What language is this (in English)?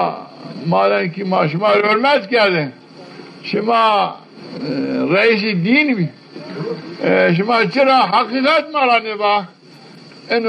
Zaza